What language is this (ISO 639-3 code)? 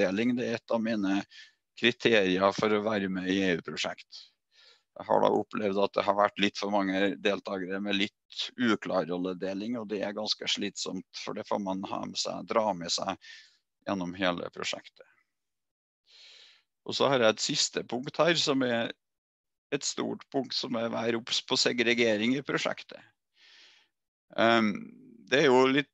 nor